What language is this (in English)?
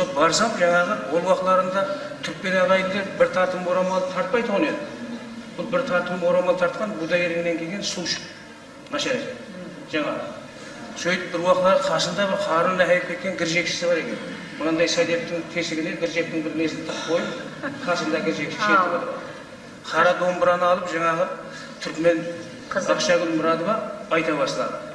Kara-Kalpak